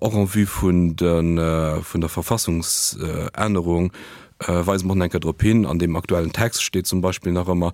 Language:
Luxembourgish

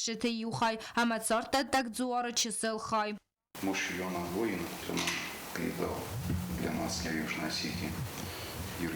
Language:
Ossetic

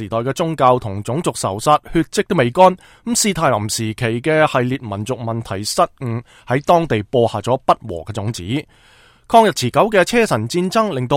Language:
Cantonese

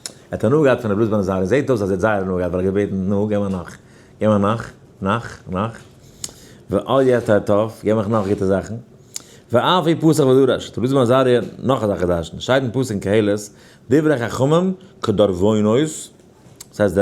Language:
Yiddish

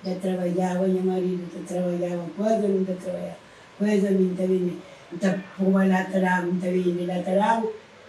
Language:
Kabuverdianu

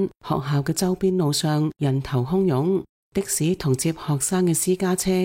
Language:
Cantonese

